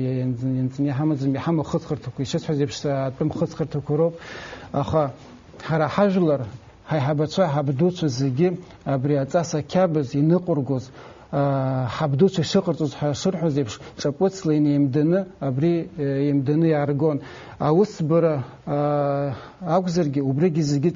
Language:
Abkhazian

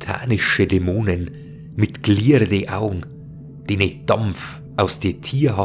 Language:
Bavarian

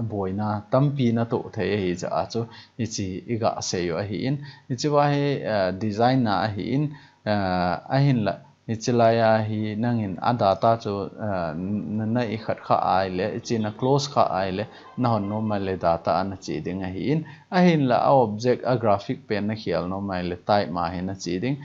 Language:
Thado Chin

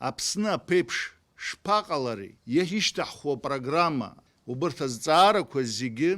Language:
Abkhazian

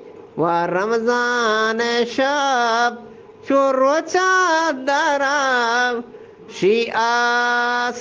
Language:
Eastern Balochi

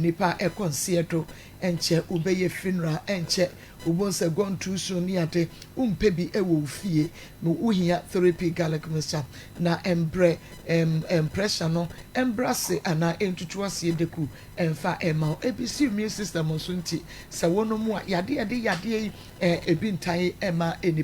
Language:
Akan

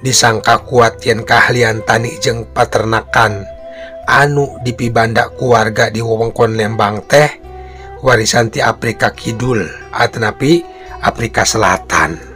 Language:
Sundanese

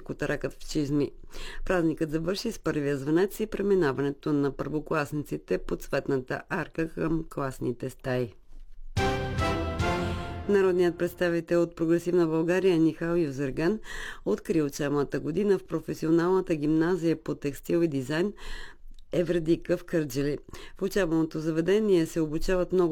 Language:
Bulgarian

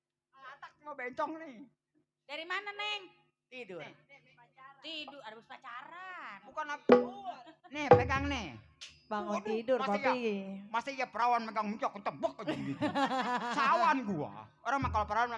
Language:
Betawi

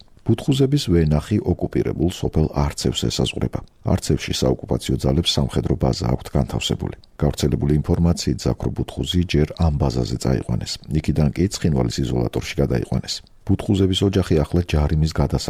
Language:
Georgian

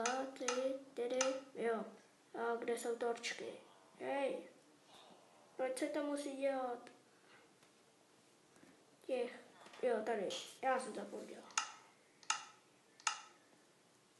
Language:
Czech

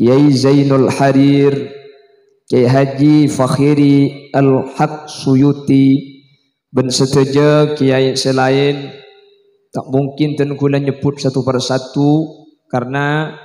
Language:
Madurese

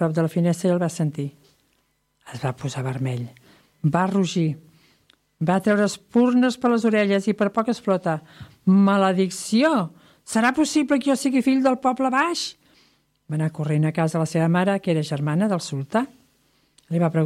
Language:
Catalan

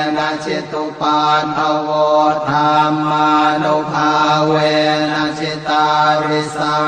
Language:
Pali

